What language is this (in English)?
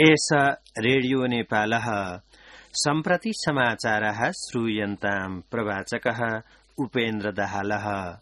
Sanskrit